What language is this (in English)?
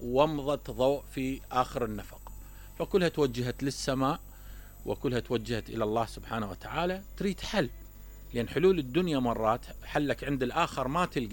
Mesopotamian Arabic